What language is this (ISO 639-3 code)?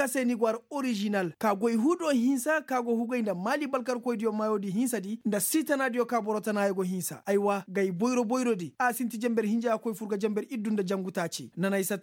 ses